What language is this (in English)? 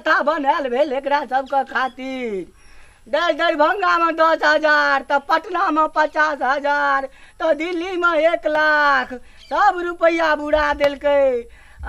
Maithili